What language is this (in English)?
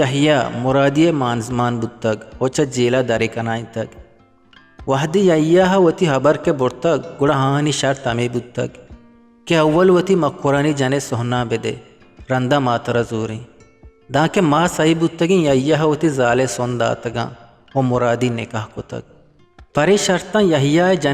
Eastern Balochi